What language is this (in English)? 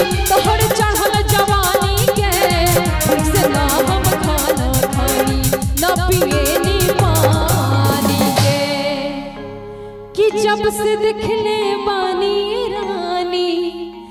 Bhojpuri